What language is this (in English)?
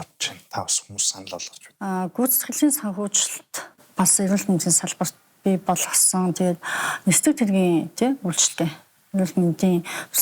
Mongolian